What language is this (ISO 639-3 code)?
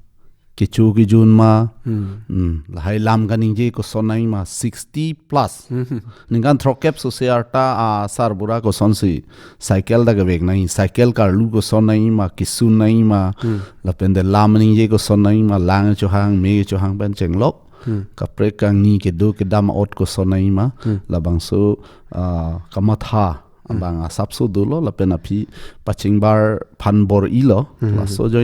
mjw